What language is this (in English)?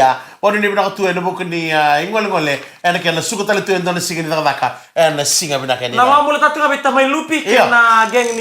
Fijian